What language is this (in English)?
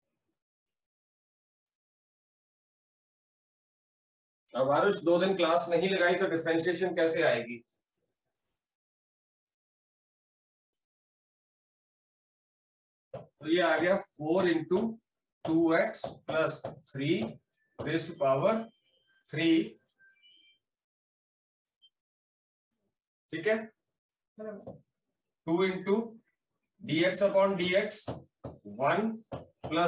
Hindi